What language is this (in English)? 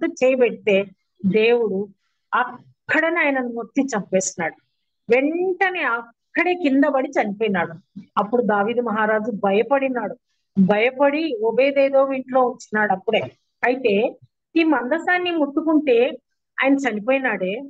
Telugu